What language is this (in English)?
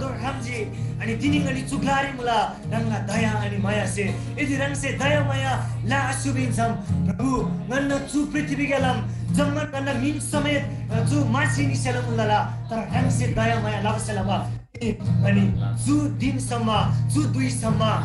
Eastern Tamang